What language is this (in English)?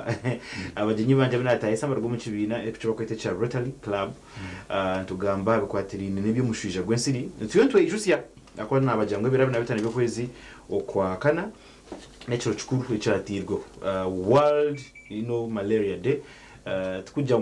Nyankole